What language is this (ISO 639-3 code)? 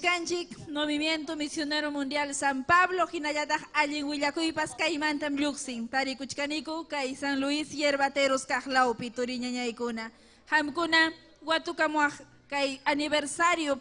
quy